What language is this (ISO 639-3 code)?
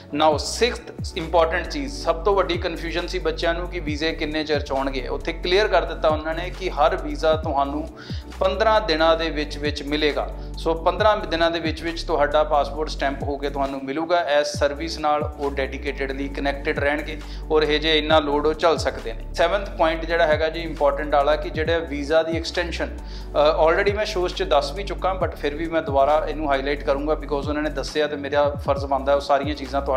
pan